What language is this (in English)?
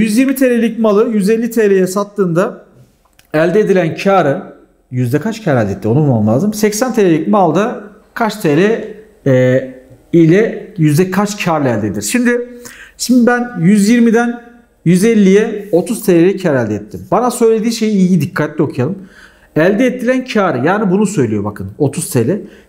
Turkish